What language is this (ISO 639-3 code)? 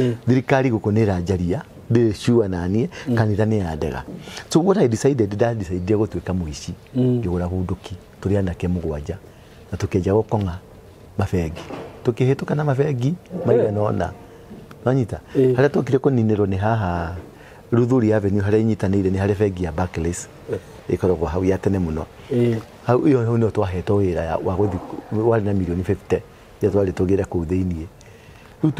kik